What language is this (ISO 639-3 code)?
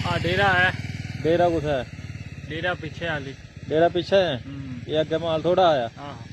doi